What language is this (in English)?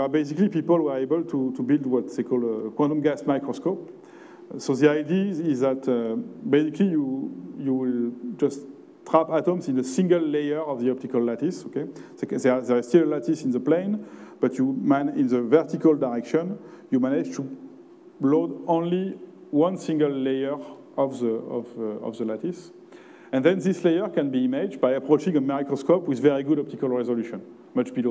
English